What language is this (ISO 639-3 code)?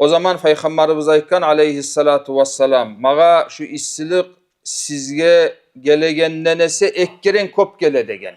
kum